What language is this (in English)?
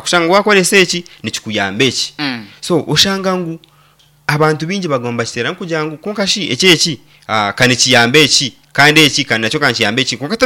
Nyankole